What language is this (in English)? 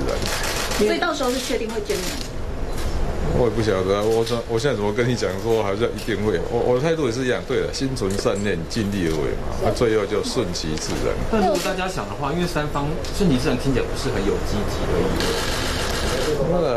Chinese